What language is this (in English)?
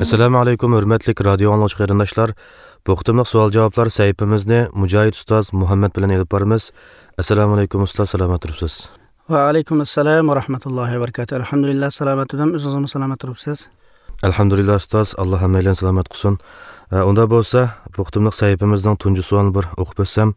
Uyghur